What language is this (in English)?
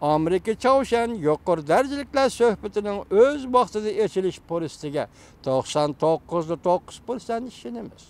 Uyghur